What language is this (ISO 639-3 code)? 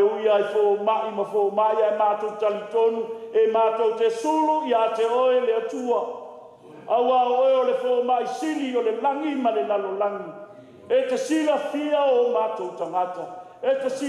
smo